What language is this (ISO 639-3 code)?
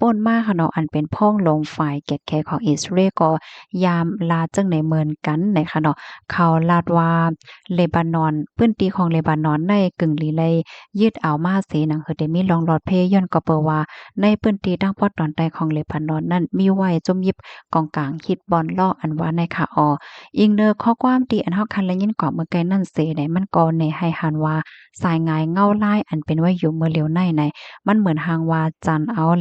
shn